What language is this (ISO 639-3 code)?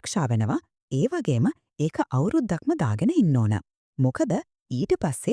sin